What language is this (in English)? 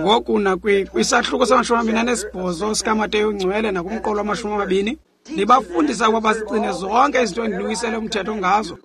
Xhosa